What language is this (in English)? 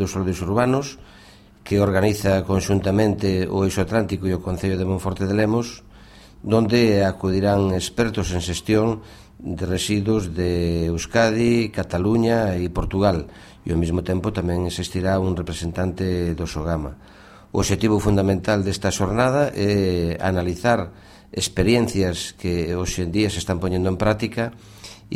Galician